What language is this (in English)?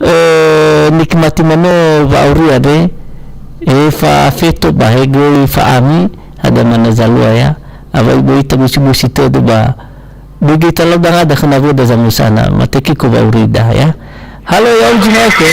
Nias